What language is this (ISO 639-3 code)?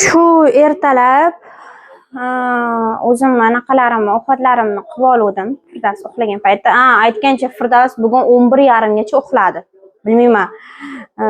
uzb